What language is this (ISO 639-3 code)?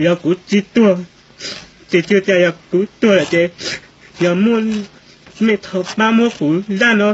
hmn